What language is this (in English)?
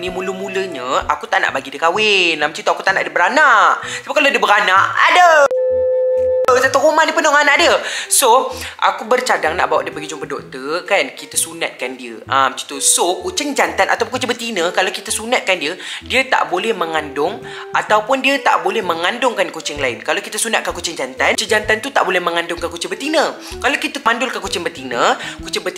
Malay